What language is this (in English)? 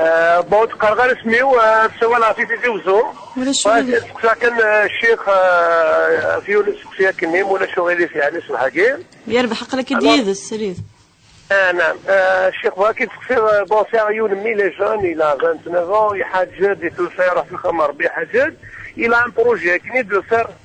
Kabyle